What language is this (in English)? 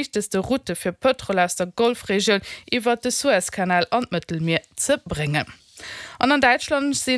Luxembourgish